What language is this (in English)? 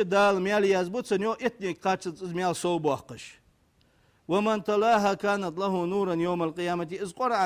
Ingush